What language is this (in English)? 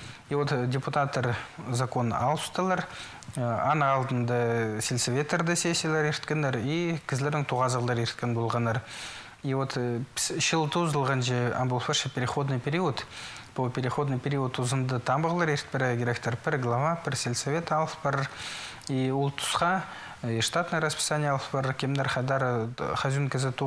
Khakas